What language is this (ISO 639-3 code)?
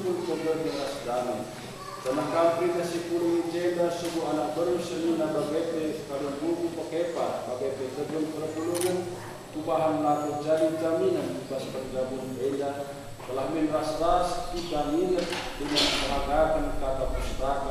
btx